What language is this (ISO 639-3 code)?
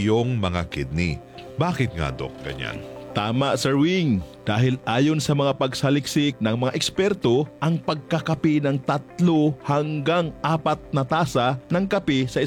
fil